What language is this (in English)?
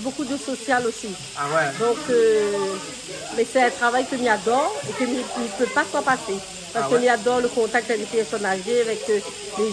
Réunion Creole French